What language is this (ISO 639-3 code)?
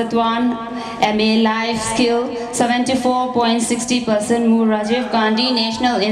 pck